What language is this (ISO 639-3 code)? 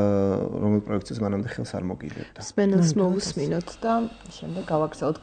kat